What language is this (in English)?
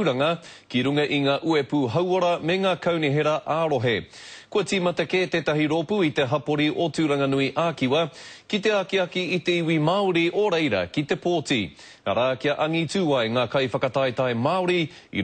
Māori